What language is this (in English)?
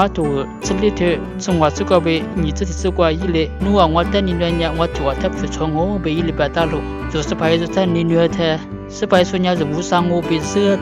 Lisu